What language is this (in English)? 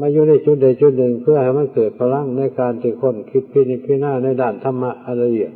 Northeastern Thai